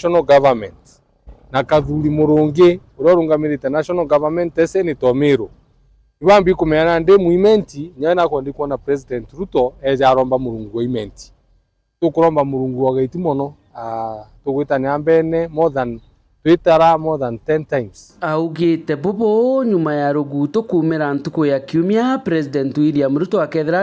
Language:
Meru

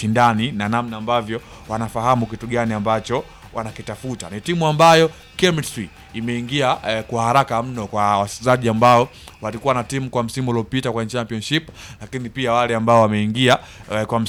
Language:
Swahili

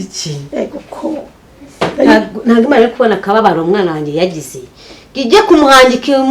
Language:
Kinyarwanda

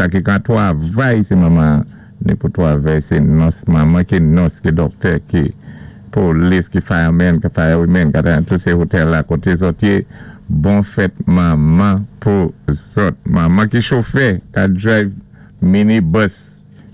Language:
Saint Lucian Creole French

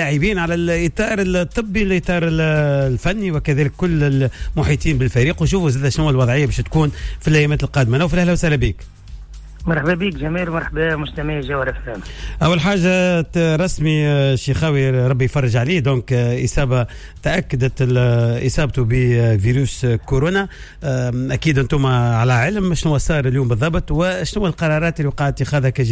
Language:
Tunisian Arabic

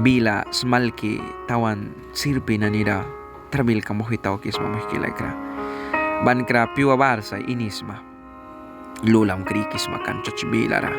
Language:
Mískito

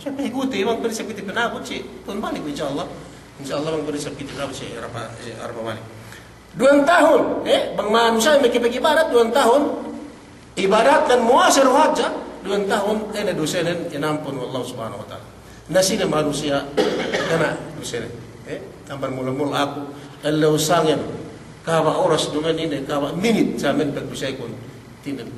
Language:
Yakan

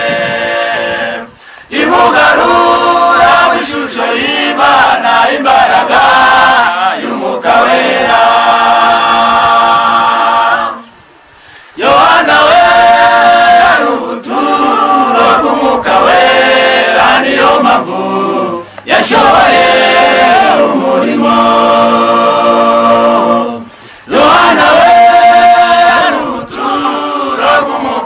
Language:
Kinyarwanda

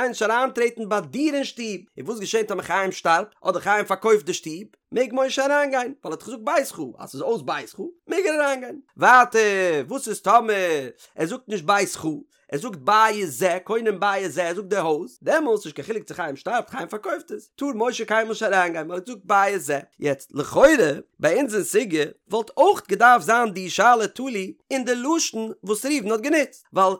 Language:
Yiddish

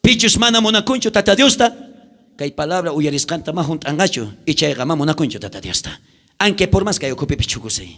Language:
South Bolivian Quechua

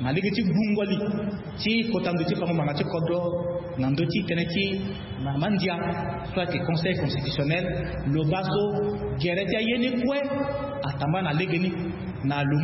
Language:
Sango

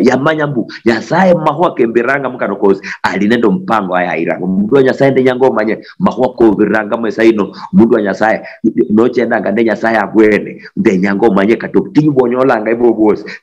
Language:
Luyia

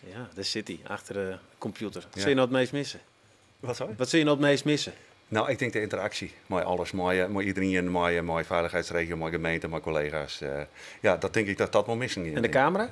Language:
Western Frisian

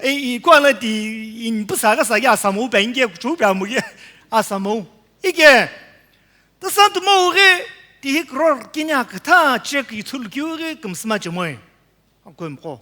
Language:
Sumi Naga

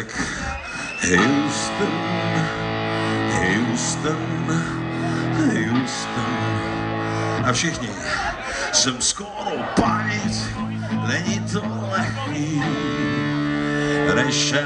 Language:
Czech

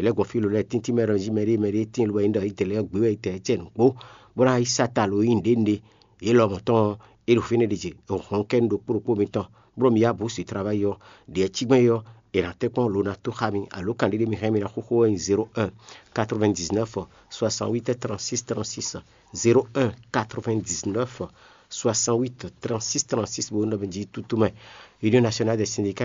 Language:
Fon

